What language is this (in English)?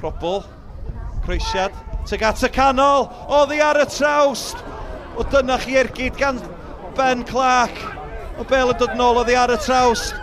Welsh